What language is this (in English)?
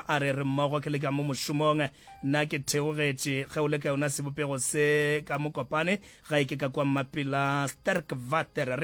Northern Sotho